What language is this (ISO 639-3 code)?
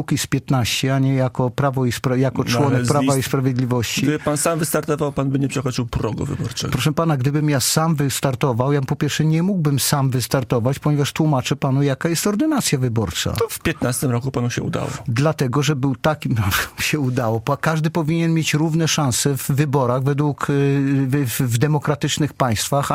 pol